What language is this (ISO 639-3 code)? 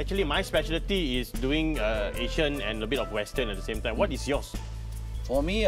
msa